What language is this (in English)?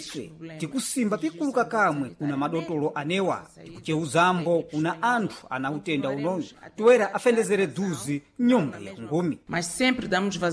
Sena